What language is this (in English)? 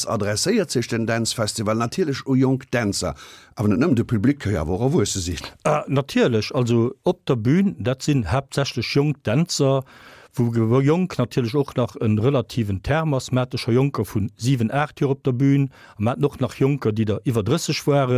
Luxembourgish